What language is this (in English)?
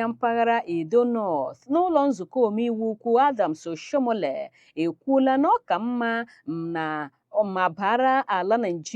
Igbo